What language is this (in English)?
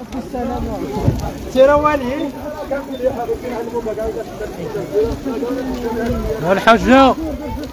Arabic